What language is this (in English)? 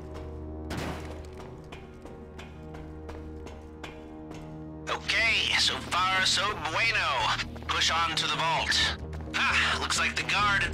English